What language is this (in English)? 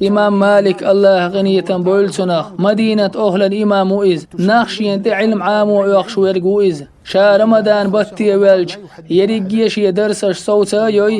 Chechen